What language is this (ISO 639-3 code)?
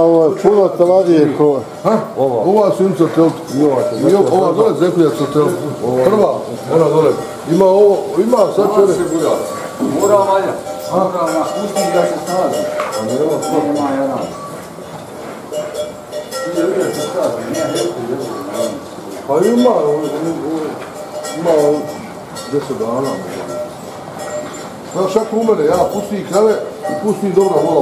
bos